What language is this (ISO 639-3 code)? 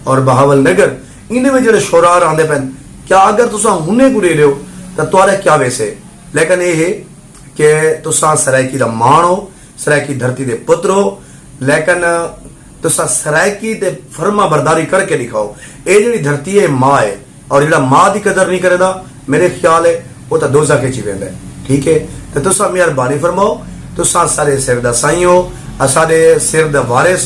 skr